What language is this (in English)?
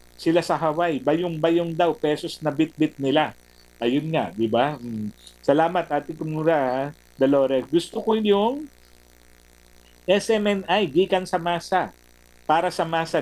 Filipino